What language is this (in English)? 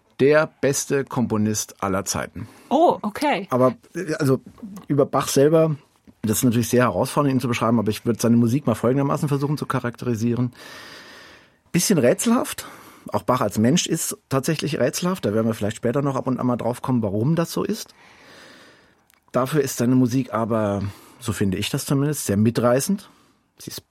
German